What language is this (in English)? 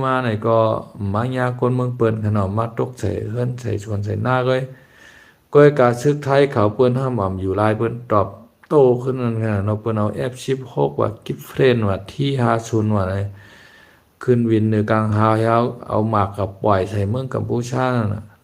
Shan